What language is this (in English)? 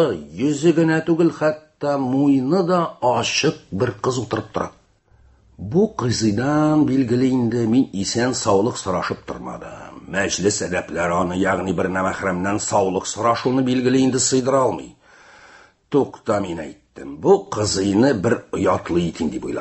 Tatar